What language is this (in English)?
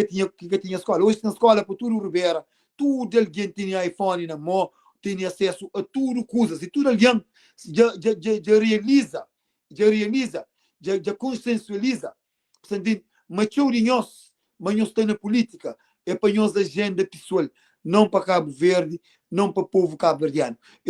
Kabuverdianu